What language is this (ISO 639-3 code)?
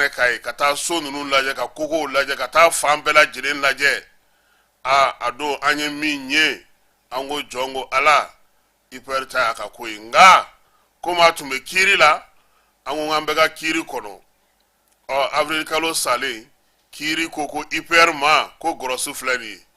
bam